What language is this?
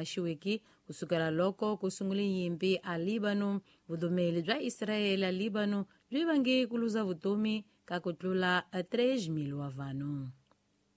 Tsonga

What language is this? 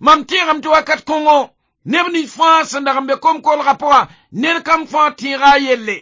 Mossi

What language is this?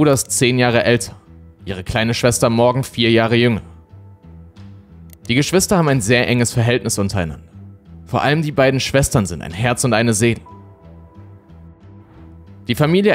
German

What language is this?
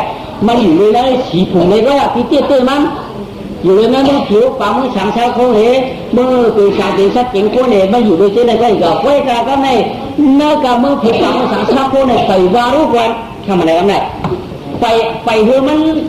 Shan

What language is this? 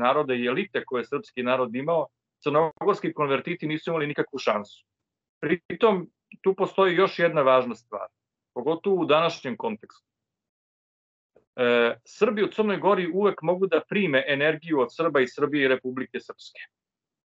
Serbian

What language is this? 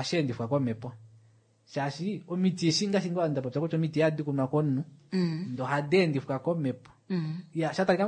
Kuanyama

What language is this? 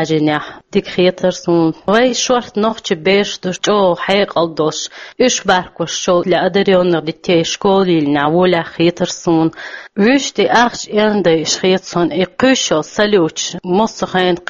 Chechen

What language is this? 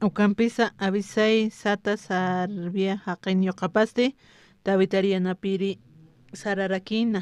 Aymara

